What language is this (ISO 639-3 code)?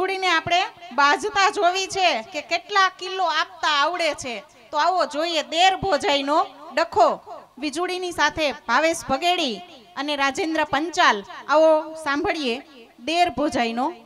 guj